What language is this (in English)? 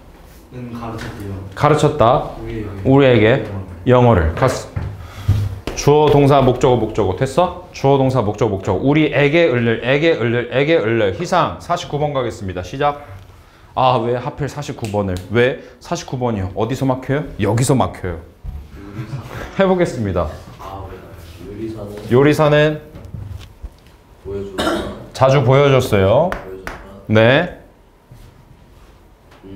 Korean